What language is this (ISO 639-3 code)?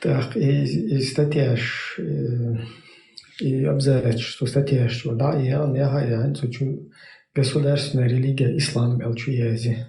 che